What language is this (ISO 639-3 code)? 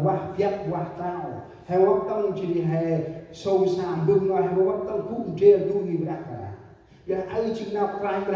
cmo